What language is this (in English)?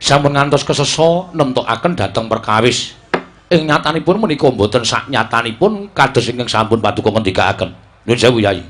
Javanese